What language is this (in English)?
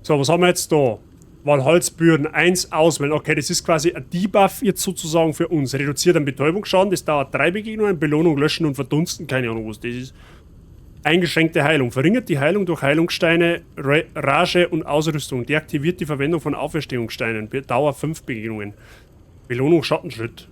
Bavarian